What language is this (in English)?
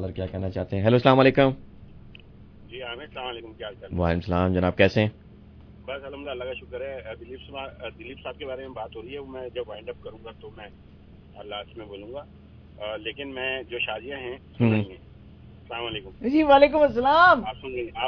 Urdu